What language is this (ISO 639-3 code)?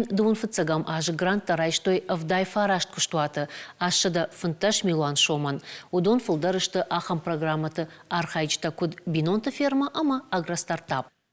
oss